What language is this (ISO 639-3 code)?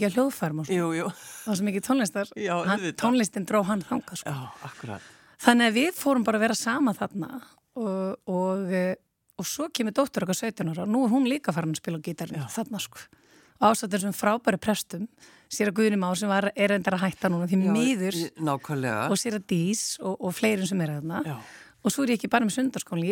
isl